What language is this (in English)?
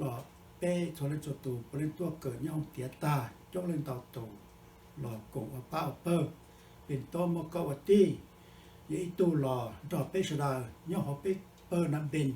Hmong